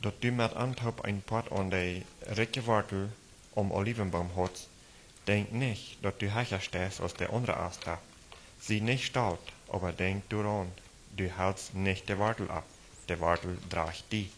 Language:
Plautdietsch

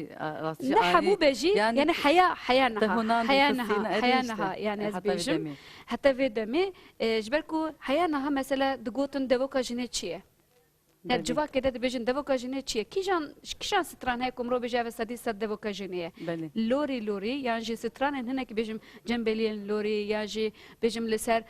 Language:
Kurdish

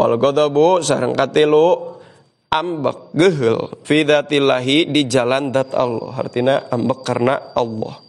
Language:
Sundanese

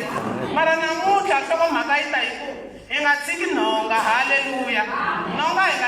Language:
Tsonga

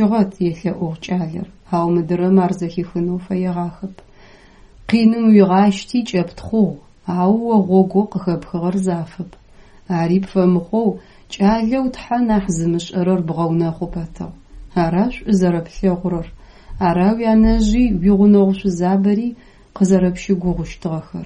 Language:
Adyghe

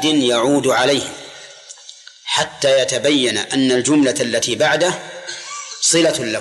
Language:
Arabic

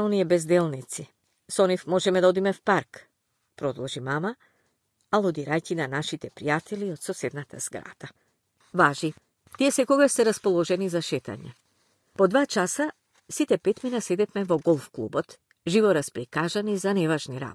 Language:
Macedonian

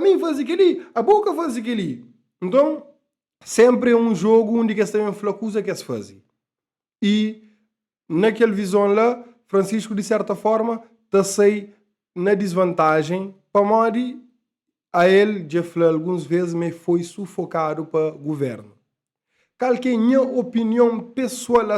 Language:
Kabuverdianu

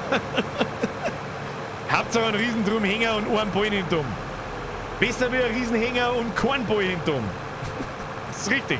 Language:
Bavarian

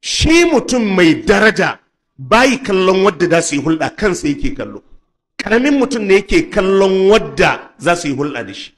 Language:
Hausa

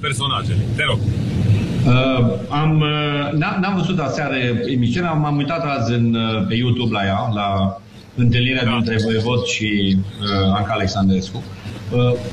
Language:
Romanian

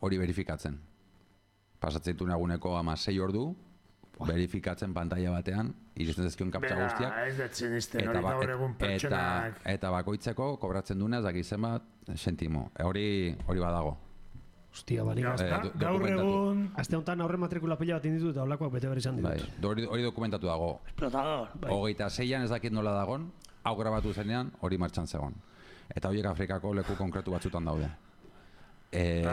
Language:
Basque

